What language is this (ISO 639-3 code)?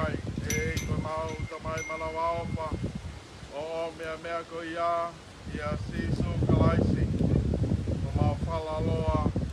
ton